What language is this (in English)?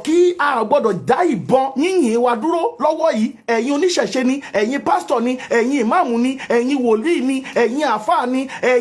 Yoruba